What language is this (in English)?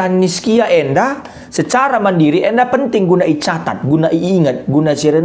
Batak Karo